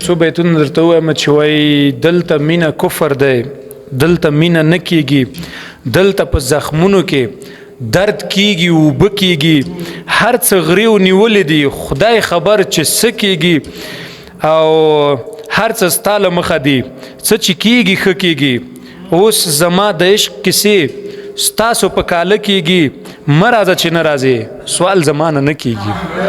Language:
Pashto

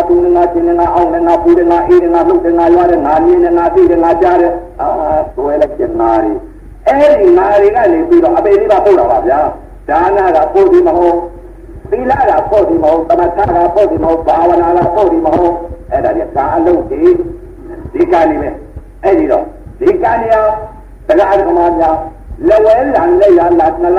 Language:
Burmese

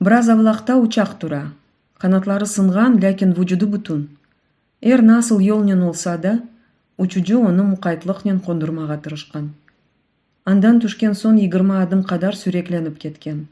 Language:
Crimean Tatar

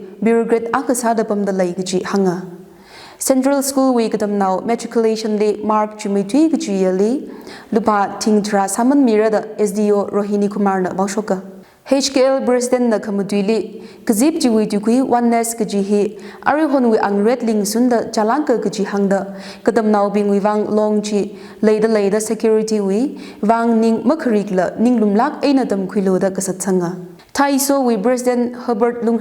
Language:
Tangkhul Naga (India)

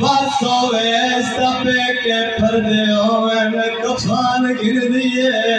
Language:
Saraiki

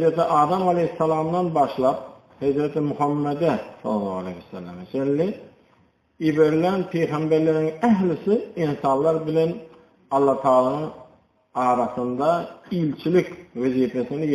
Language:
Turkmen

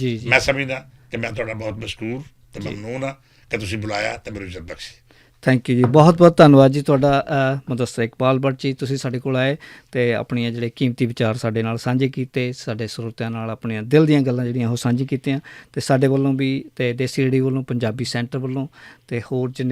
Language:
Western Panjabi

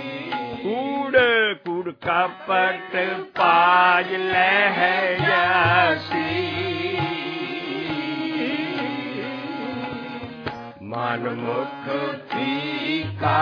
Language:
Punjabi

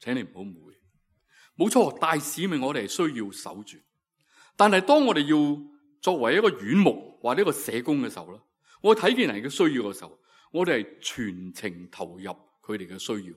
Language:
Cantonese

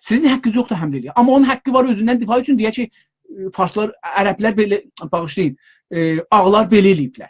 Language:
South Azerbaijani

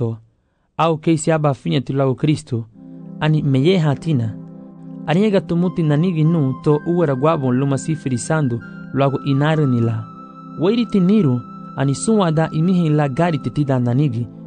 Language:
Garifuna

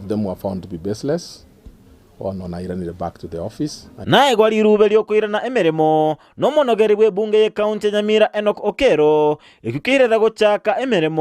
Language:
Gusii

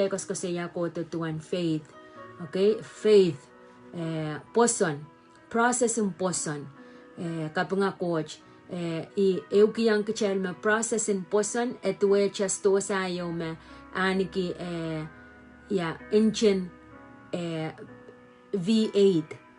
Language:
Pohnpeian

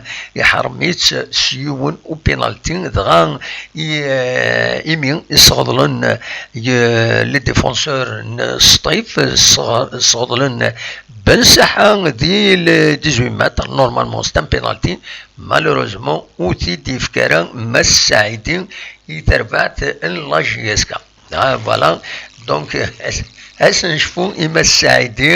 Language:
Kabyle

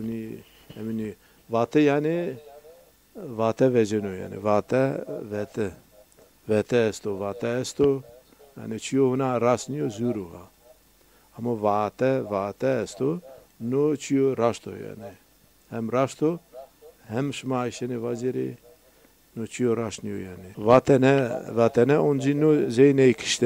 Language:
Zaza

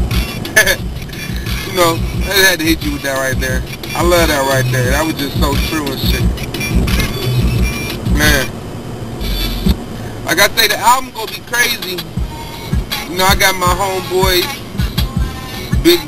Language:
English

